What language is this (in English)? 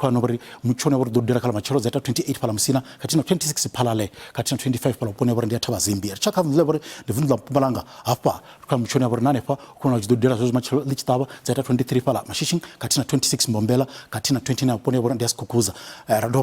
Venda